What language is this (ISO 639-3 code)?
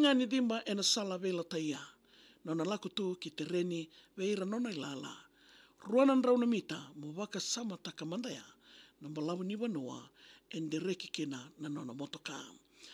fij